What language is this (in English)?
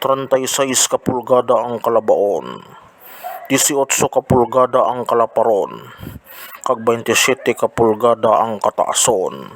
Hiligaynon